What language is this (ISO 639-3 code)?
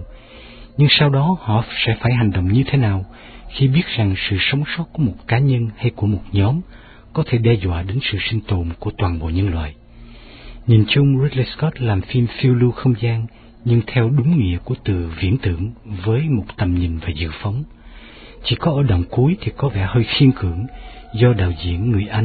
vie